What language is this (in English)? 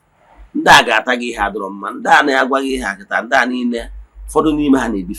Igbo